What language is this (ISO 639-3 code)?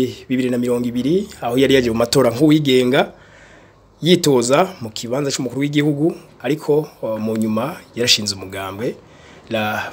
run